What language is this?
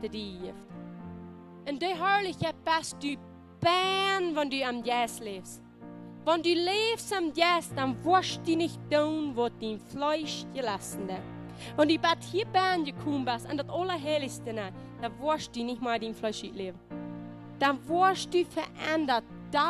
Plautdietsch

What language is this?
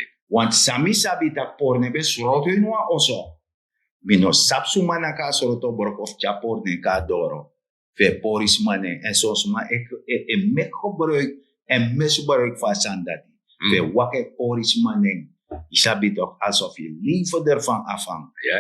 Sranan Tongo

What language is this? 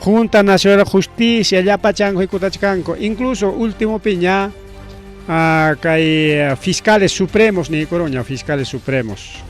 Ayacucho Quechua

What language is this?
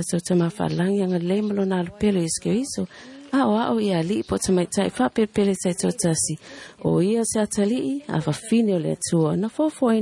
Samoan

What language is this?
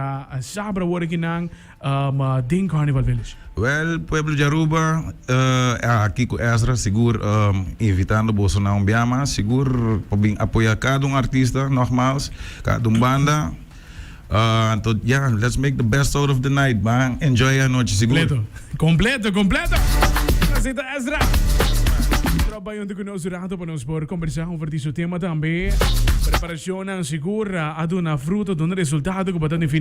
Papiamento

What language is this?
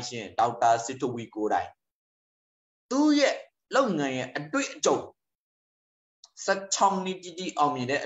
Burmese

